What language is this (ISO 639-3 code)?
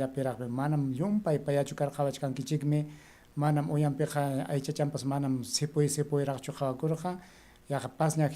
quy